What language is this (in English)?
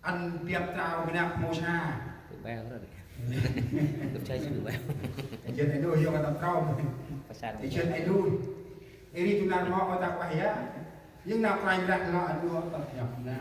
Central Mnong